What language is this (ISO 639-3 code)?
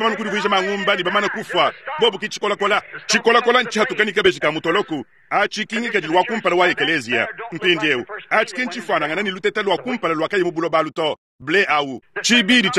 lua